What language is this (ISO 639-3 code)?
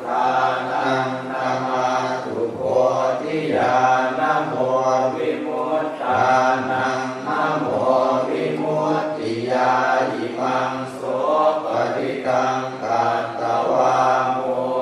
pli